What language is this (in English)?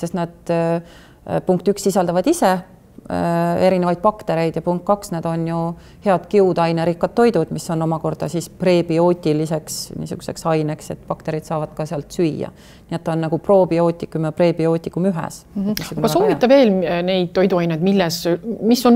Estonian